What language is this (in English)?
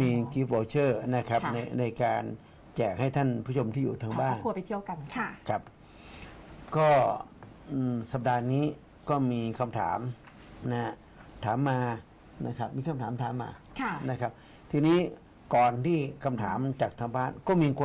Thai